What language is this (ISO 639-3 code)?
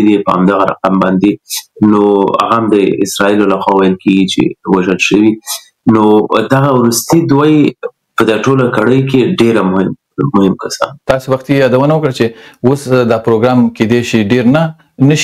pus